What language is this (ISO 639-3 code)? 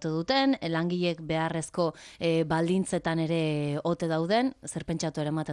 eus